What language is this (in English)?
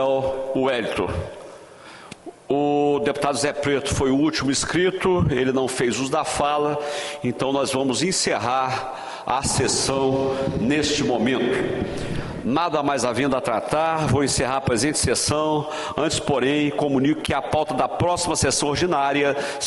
Portuguese